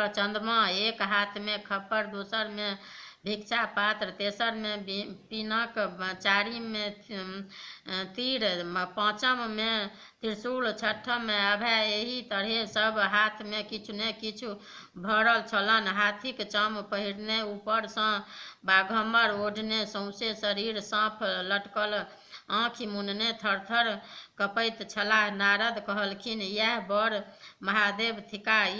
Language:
Maithili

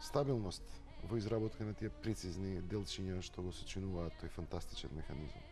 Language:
Macedonian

